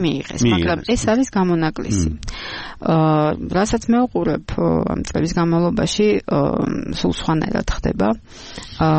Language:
Georgian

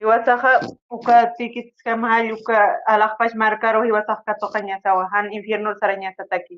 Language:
Aymara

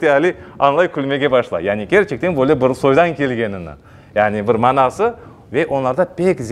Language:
Crimean Tatar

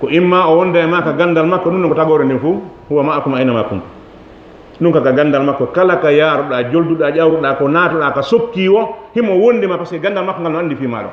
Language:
Fula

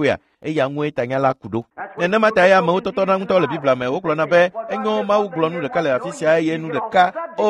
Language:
Ewe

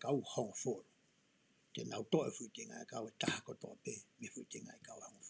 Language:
Tongan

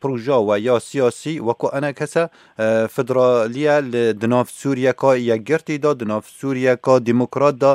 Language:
Kurdish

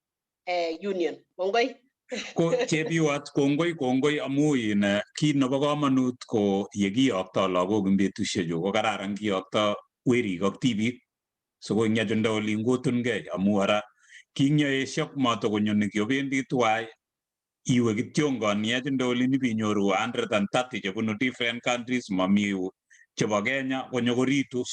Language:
Kalenjin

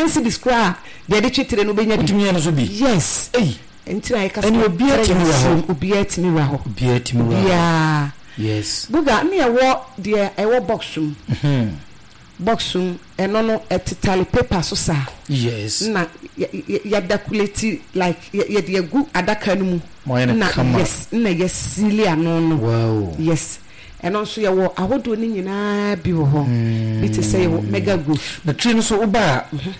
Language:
Akan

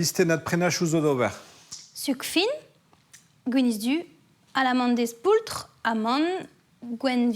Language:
Breton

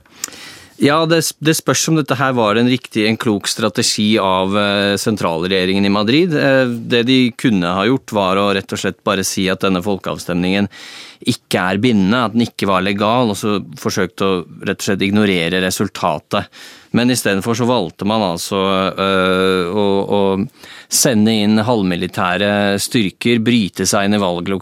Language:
Norwegian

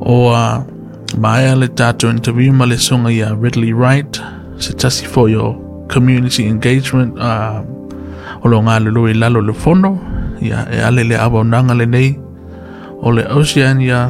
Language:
Samoan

